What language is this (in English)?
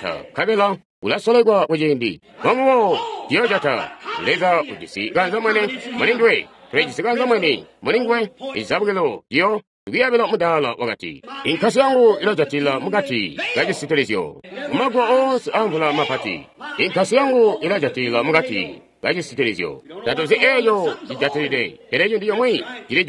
Tonga (Zambia)